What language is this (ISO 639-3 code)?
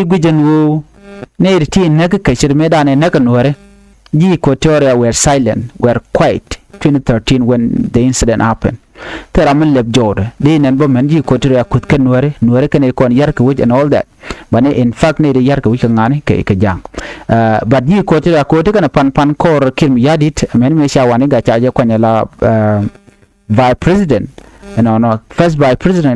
nus